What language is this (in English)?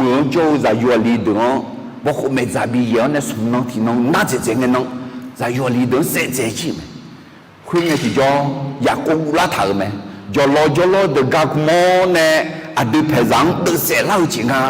Akha